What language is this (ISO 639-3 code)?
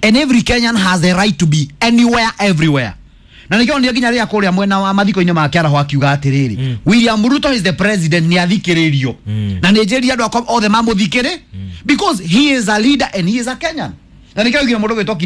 kik